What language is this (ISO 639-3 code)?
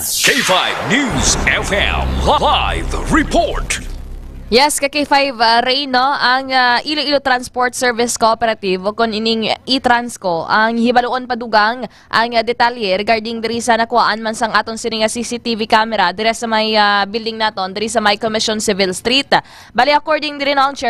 hil